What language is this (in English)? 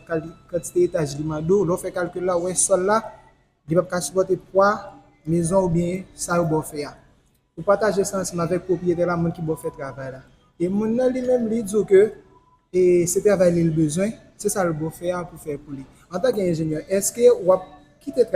Haitian Creole